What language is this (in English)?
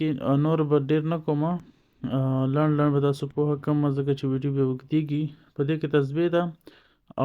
Pashto